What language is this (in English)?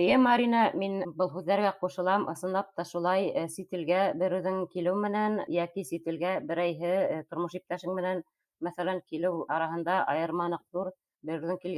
Bashkir